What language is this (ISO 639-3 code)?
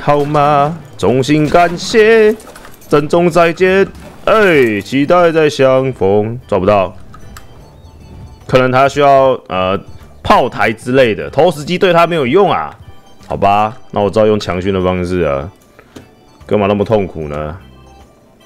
zho